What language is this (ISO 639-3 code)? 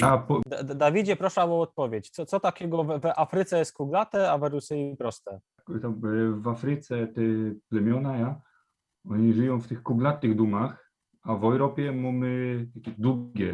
szl